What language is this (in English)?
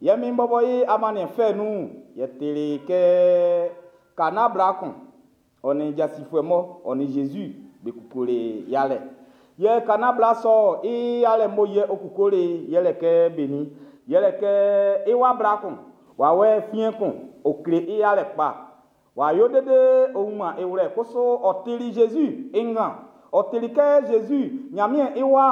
Baoulé